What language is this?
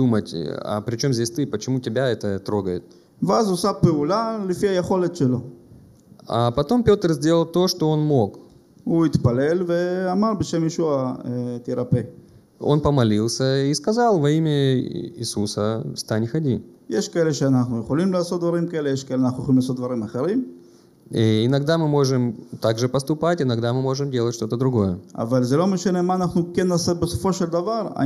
Russian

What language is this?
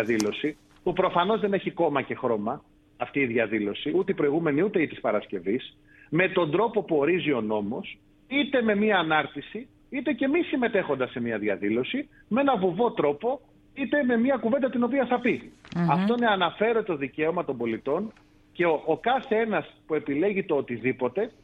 Greek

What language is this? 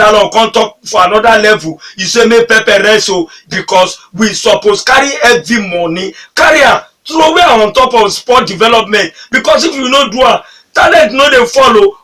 Nigerian Pidgin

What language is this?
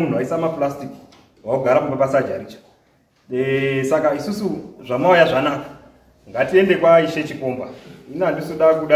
Shona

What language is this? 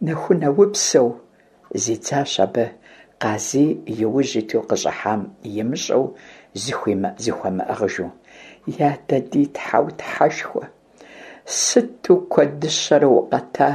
Kabardian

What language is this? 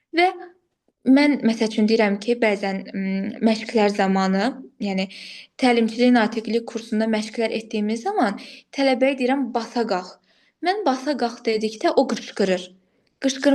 Azerbaijani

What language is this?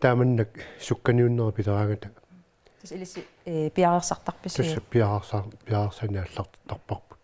Kalaallisut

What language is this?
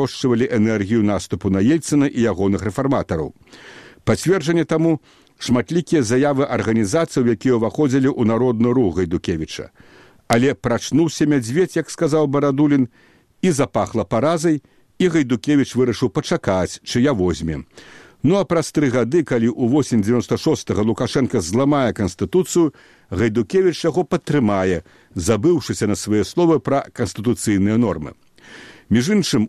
Belarusian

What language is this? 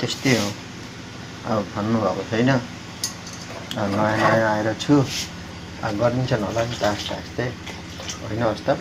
Nepali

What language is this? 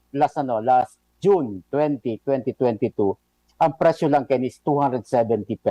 Bikol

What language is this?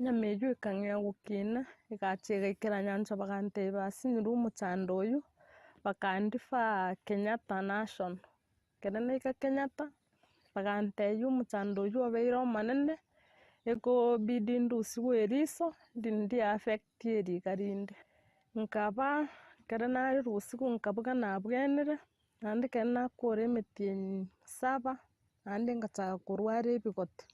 Gusii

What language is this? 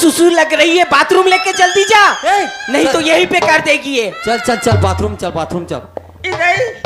Chhattisgarhi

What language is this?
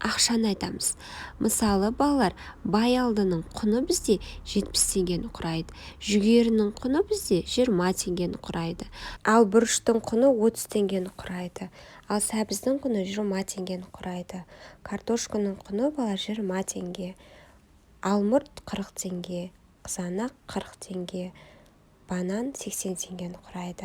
Kazakh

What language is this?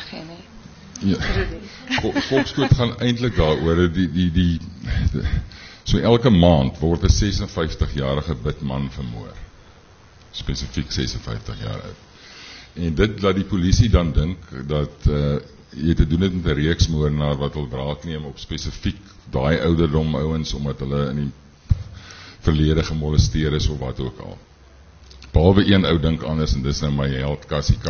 Afrikaans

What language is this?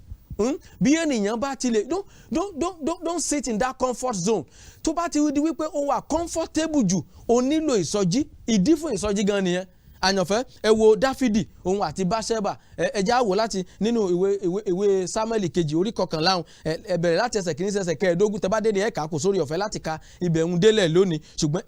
Yoruba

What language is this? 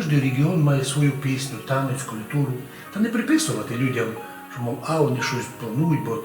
Rusyn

